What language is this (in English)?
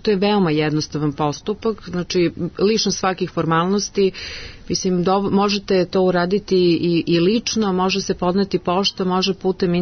Serbian